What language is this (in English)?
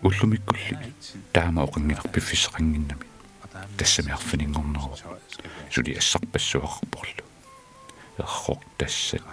Kalaallisut